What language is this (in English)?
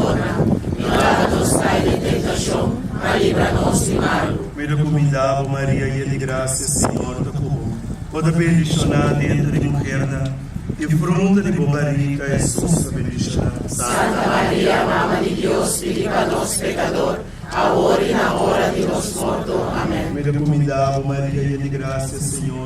Papiamento